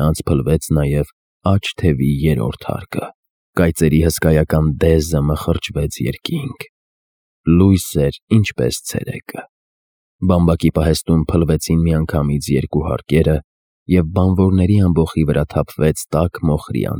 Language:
Armenian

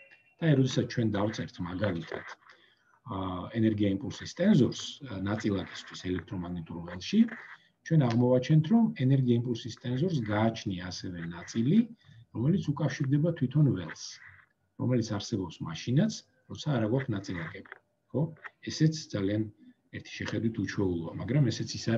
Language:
Georgian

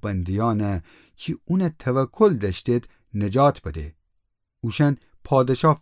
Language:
Gilaki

